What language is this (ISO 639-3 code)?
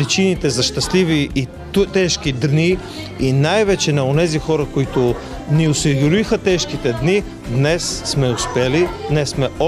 bul